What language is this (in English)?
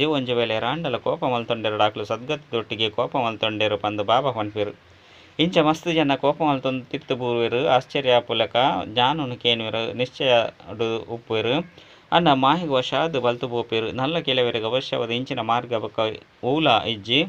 Tulu